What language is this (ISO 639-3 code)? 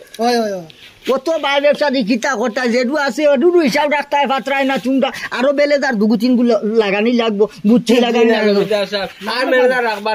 syl